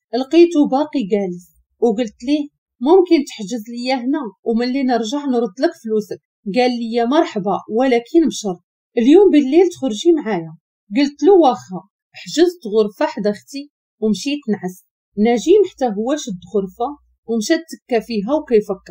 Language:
Moroccan Arabic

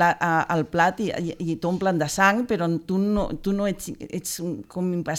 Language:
Catalan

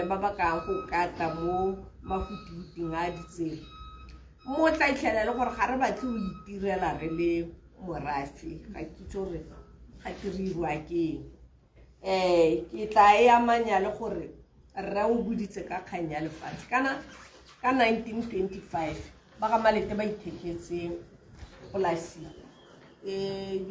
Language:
Tswana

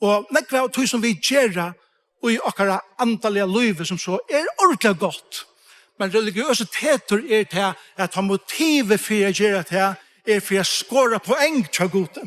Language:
Faroese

